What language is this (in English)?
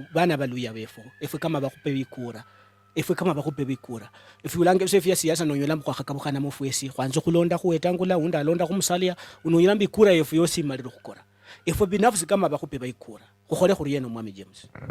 Luyia